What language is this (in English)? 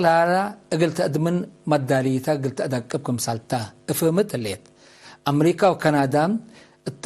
Tigre